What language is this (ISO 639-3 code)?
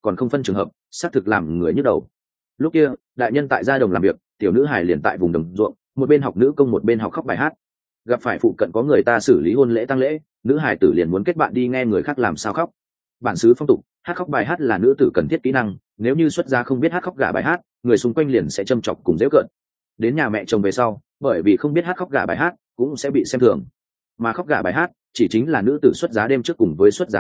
vie